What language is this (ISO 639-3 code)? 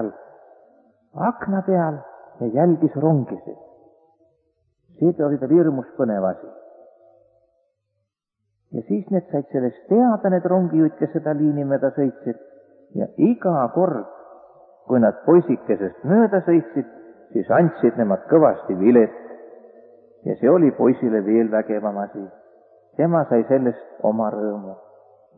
est